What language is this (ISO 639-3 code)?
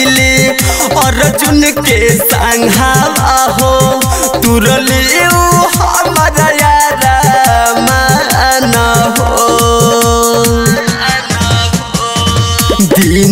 bho